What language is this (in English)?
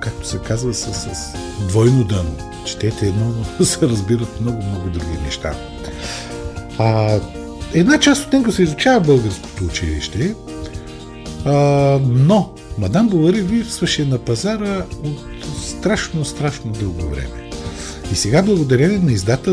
Bulgarian